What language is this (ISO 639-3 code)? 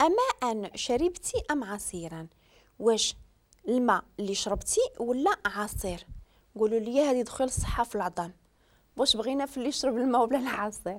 ary